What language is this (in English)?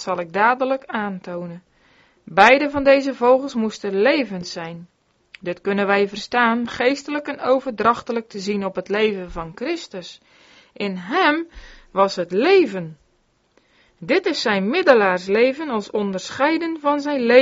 Dutch